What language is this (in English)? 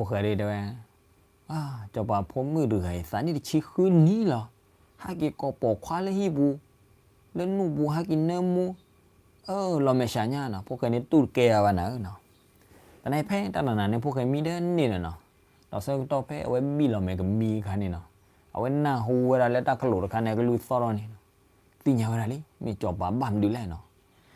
S'gaw Karen